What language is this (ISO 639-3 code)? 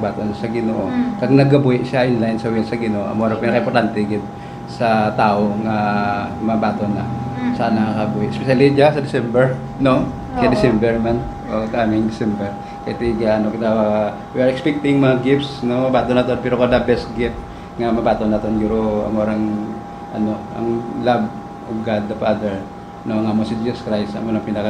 hil